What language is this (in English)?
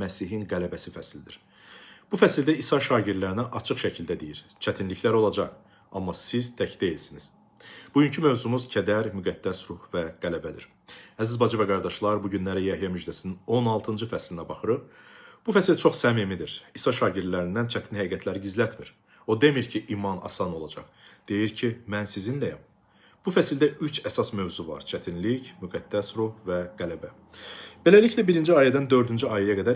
Azerbaijani